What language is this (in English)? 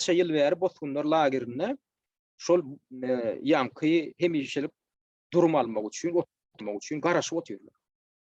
Turkmen